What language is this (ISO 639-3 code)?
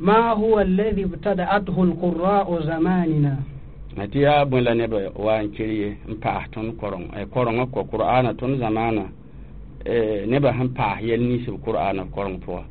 mos